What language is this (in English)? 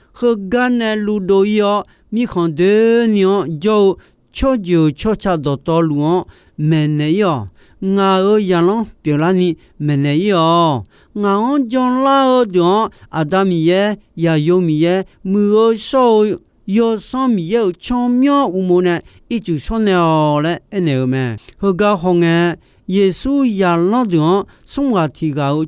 Akha